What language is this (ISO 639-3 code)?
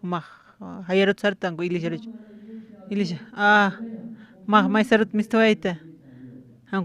aym